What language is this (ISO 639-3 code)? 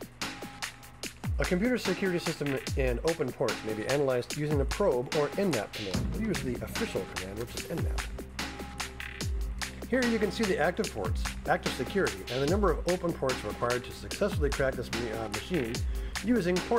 eng